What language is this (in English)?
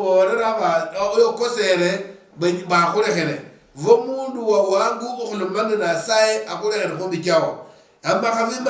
Luyia